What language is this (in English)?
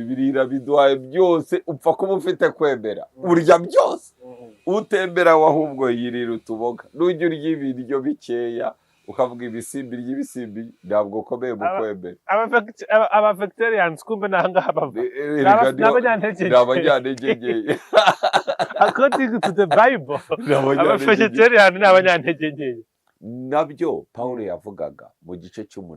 Kinyarwanda